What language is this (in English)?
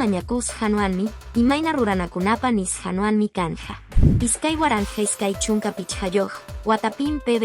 Quechua